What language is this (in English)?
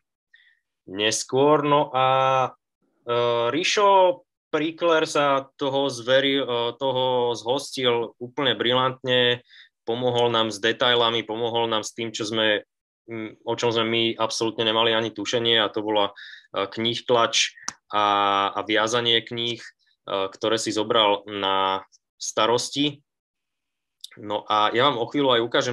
Slovak